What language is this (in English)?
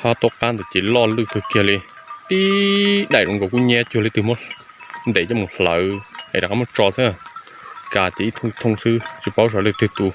Hmong